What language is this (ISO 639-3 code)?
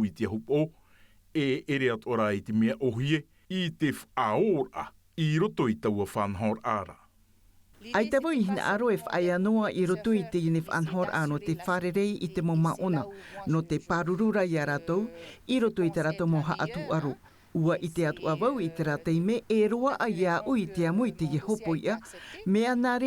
tah